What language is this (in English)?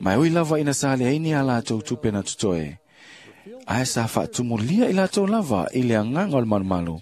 Samoan